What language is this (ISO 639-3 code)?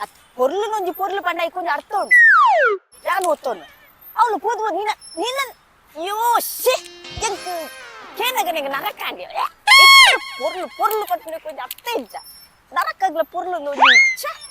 tcy